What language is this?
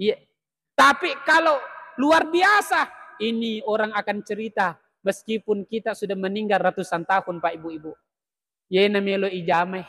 Buginese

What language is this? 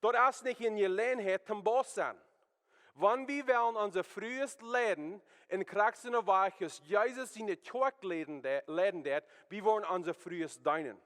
Plautdietsch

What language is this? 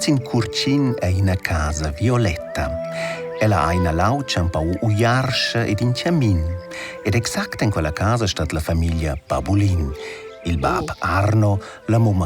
Romansh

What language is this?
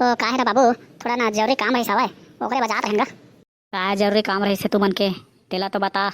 Chhattisgarhi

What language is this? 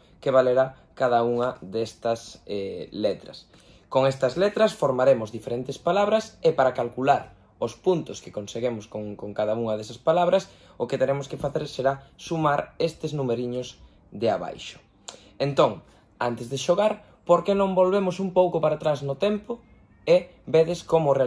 Galician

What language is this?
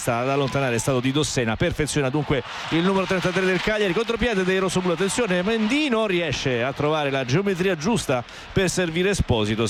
Italian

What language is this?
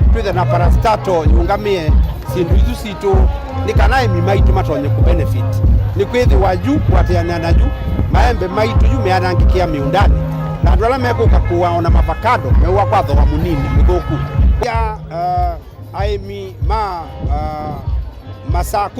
Kamba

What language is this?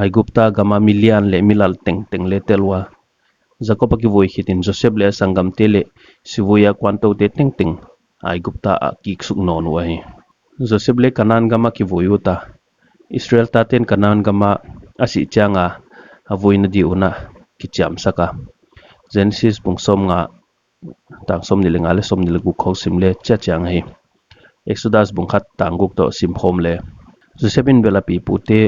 Paite Chin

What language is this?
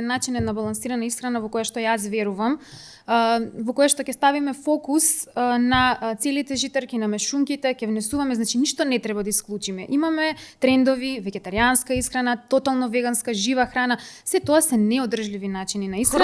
Macedonian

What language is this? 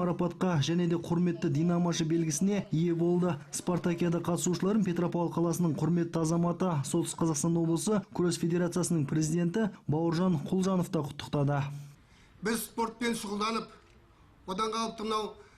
Kazakh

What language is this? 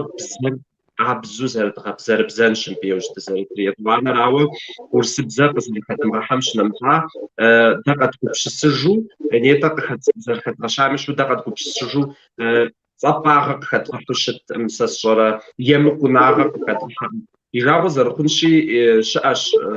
Kabardian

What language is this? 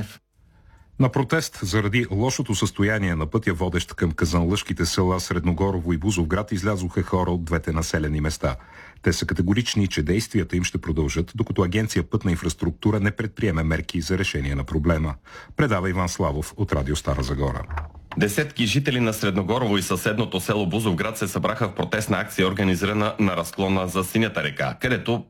Bulgarian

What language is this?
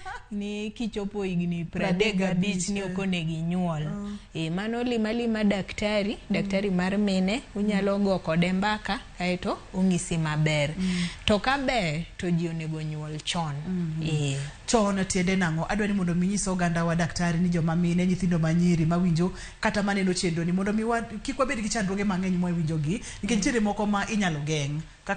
Luo (Kenya and Tanzania)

